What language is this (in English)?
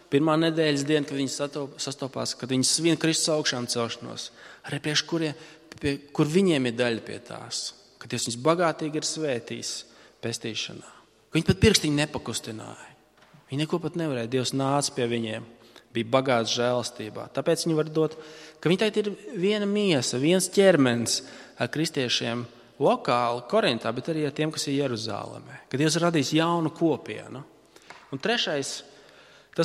Latvian